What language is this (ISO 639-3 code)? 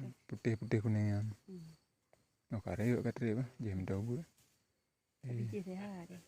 ace